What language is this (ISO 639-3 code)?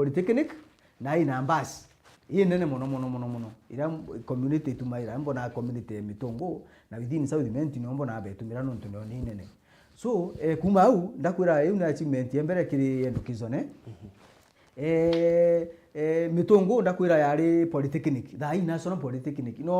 mer